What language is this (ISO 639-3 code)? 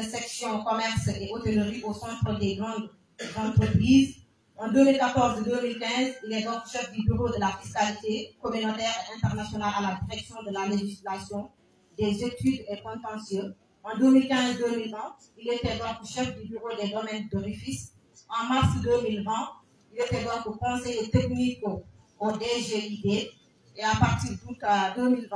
fra